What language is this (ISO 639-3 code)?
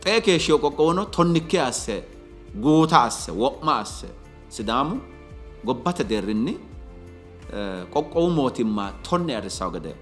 sid